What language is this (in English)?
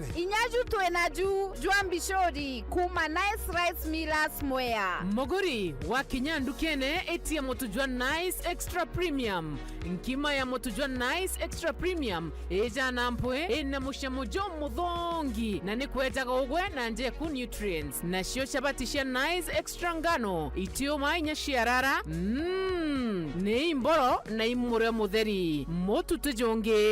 Meru